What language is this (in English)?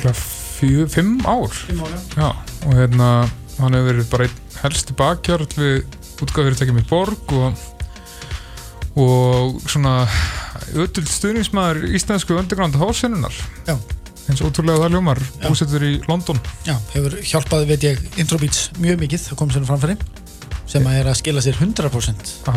Icelandic